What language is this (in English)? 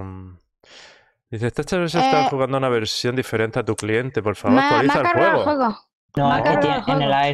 Spanish